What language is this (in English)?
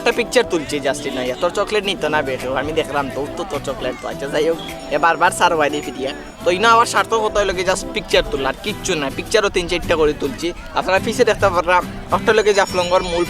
Sylheti